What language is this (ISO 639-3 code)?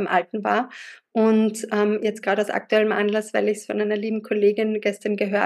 deu